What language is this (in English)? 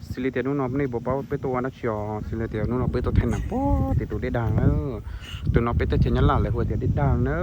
Hmong